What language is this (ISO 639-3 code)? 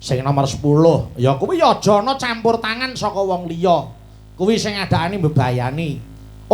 jav